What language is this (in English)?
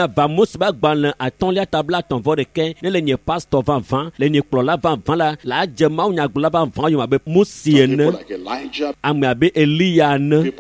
Ewe